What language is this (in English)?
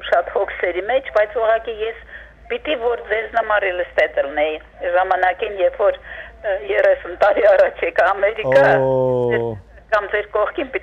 Western Armenian